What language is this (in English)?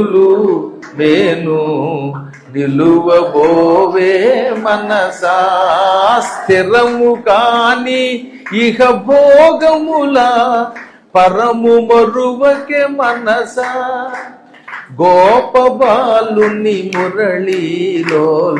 Telugu